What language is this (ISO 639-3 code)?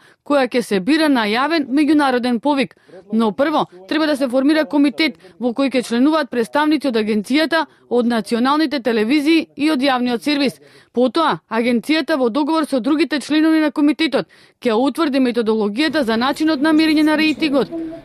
mkd